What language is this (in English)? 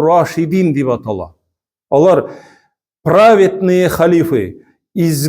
Tatar